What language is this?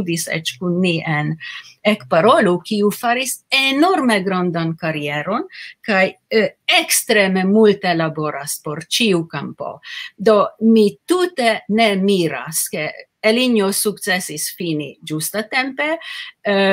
Esperanto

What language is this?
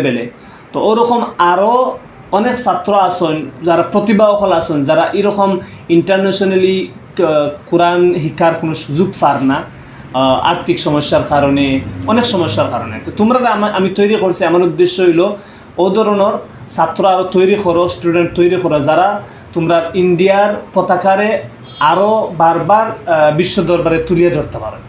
Sylheti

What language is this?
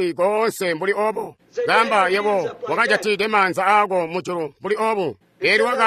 Tonga (Zambia)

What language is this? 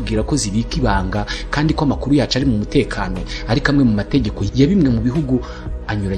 Kinyarwanda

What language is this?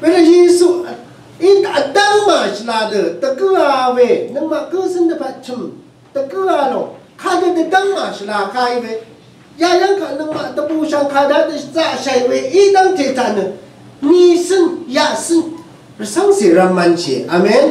Rawang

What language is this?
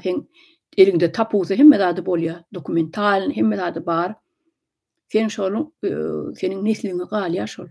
Turkmen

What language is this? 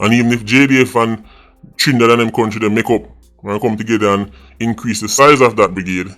Jamaican Creole English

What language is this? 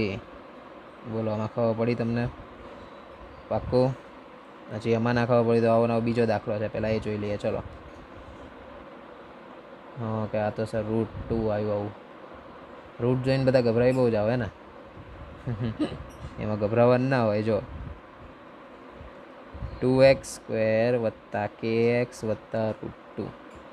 Gujarati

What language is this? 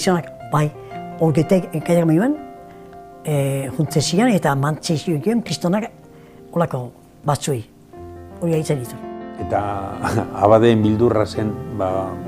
Basque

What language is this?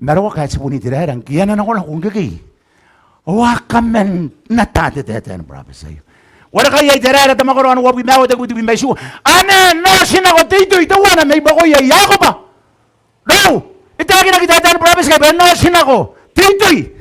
Gilbertese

